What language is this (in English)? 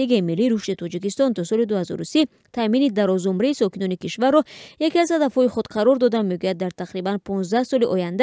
Tajik